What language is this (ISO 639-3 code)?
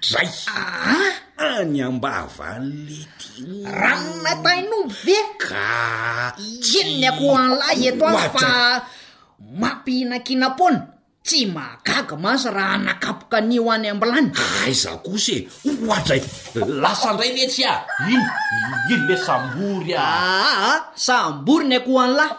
mlg